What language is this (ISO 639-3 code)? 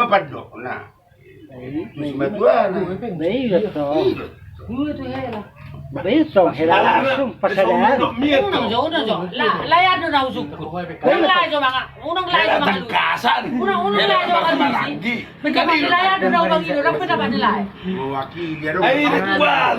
bbc